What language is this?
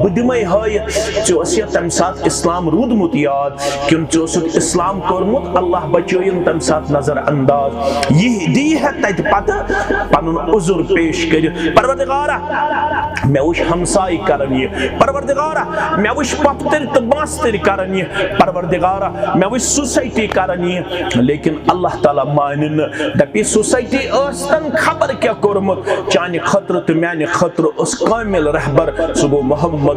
Kashmiri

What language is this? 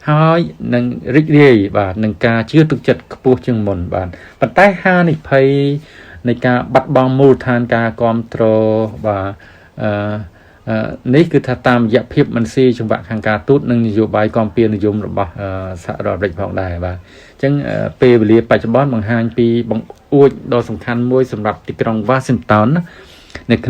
Khmer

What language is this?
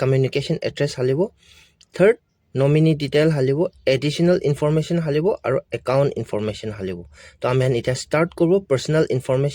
Naga Pidgin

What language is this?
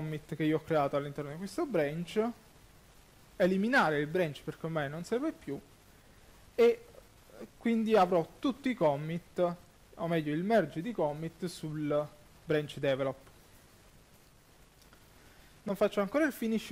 Italian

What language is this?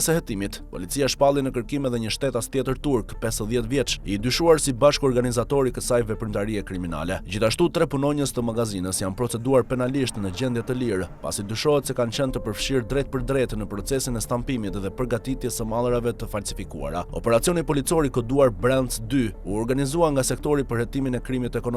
Albanian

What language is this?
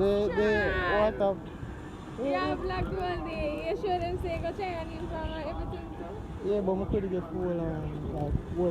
Jamaican Creole English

